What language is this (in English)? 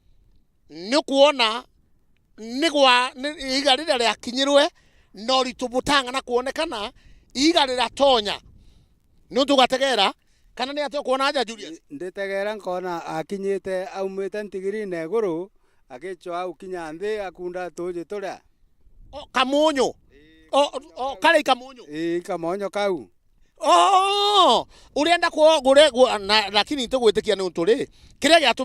Meru